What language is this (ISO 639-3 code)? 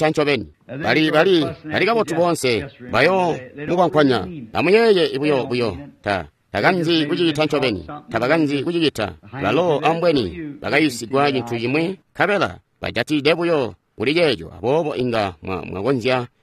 toi